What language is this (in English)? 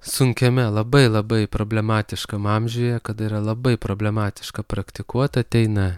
Lithuanian